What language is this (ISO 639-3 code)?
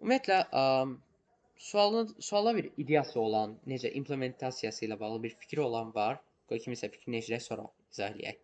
aze